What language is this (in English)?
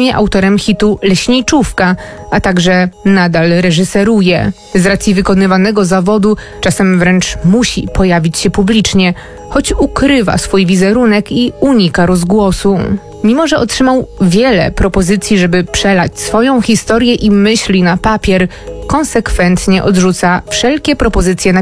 Polish